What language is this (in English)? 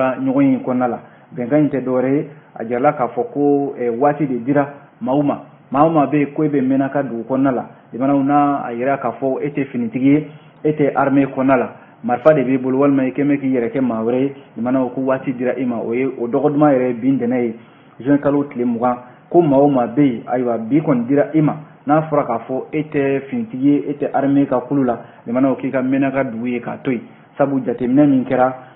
Bambara